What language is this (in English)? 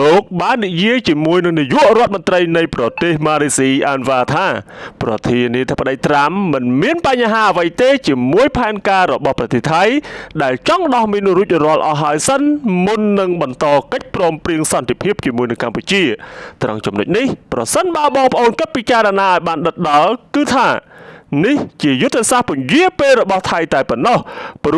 Khmer